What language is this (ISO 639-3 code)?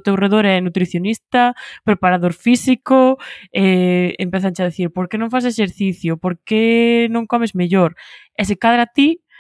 glg